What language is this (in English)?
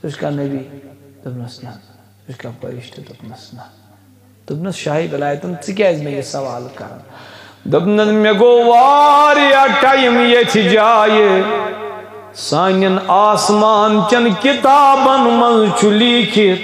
Kashmiri